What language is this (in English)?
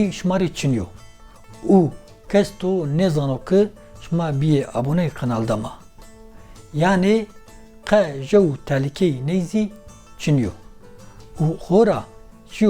Zaza